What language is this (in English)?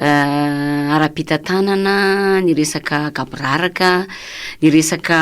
Malagasy